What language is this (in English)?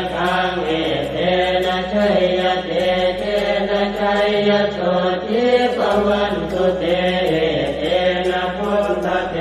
Pali